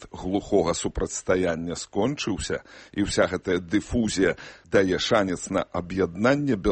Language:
Belarusian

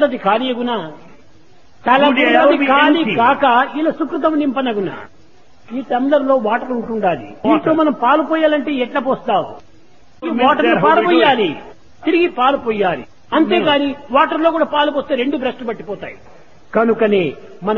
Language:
Telugu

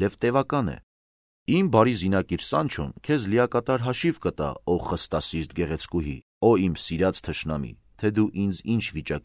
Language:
Armenian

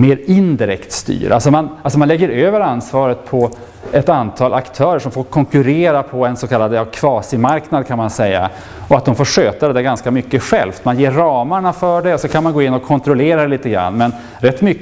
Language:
Swedish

